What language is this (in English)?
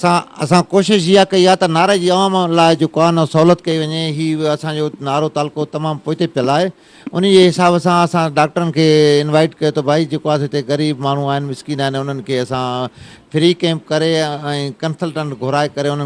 Sindhi